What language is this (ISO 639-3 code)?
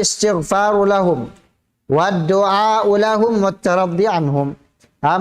tsg